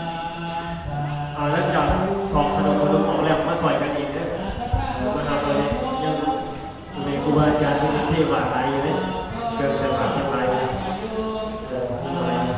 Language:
Lao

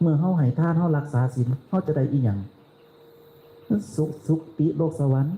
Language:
Northeastern Thai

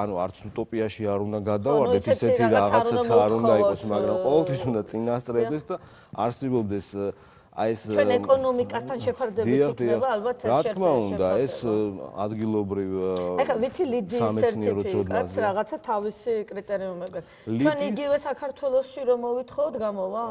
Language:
Georgian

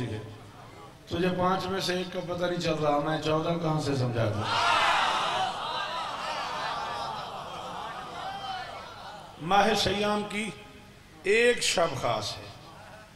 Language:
Urdu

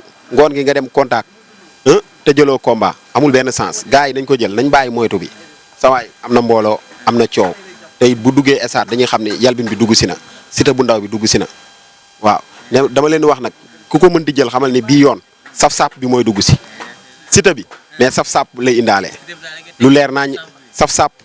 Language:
Wolof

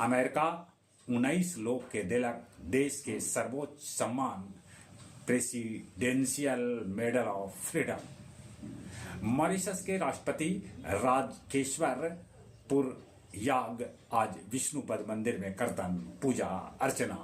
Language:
Magahi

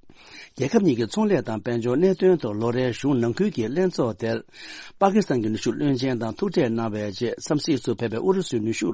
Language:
Tibetan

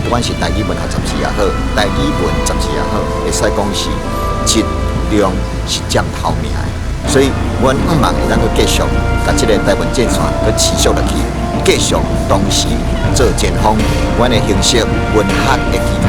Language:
Min Nan Chinese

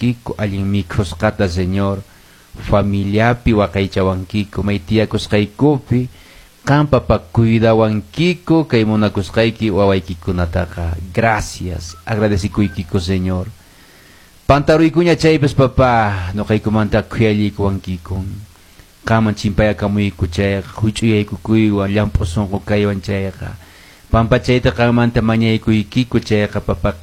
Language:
Quechua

